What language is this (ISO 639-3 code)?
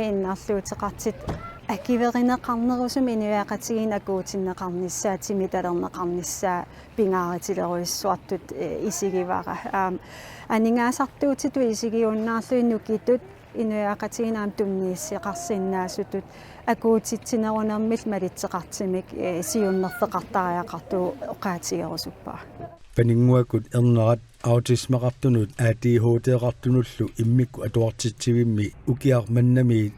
kal